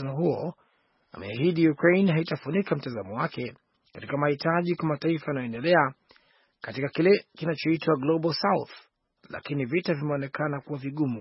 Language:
Swahili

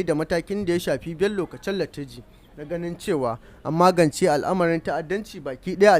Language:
Hausa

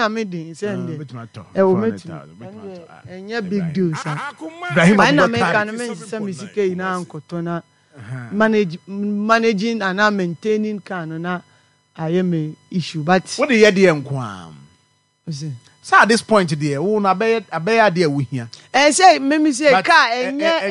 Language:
Akan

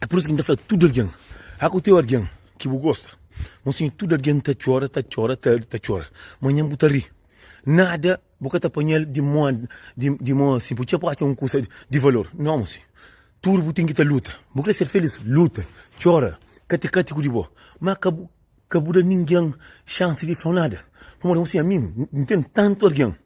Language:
Kabuverdianu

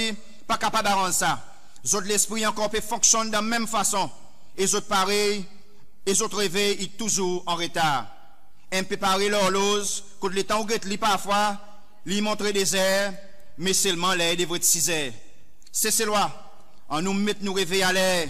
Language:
Seselwa Creole French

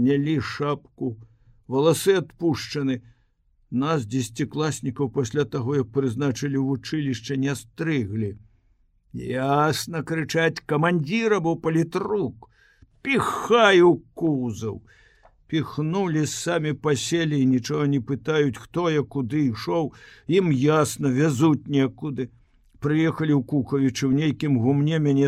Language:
Belarusian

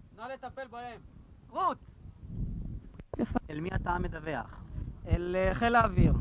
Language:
Hebrew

